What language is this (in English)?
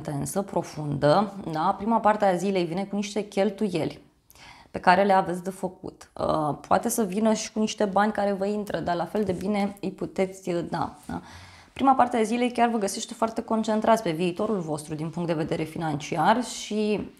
Romanian